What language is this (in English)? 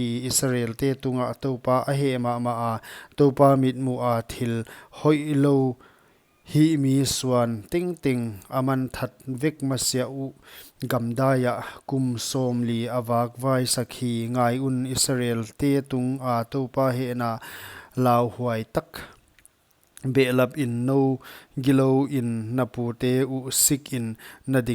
Paite Chin